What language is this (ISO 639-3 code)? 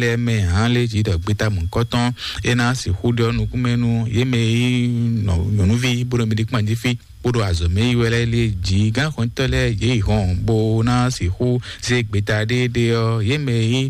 fon